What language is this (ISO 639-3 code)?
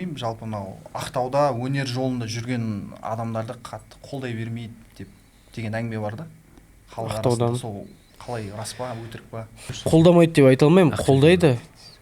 kaz